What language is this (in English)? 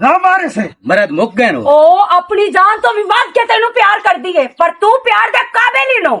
Western Panjabi